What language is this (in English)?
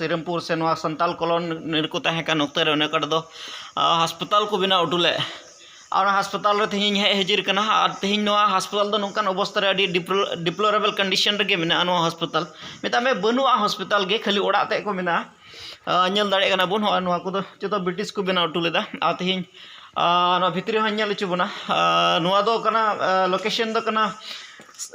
Santali